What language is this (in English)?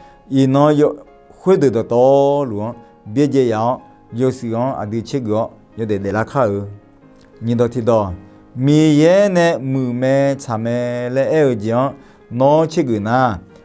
Akha